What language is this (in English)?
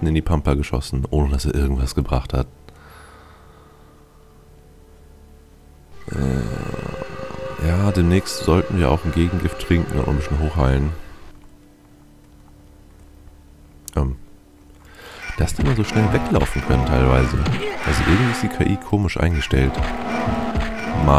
German